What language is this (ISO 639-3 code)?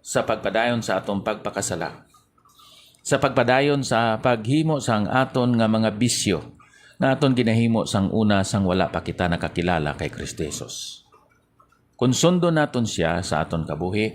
hil